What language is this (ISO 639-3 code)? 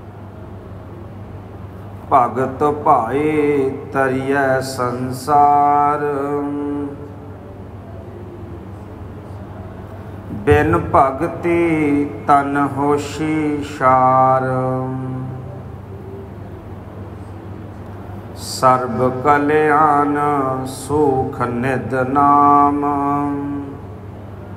pan